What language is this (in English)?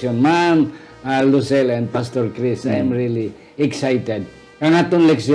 Hiligaynon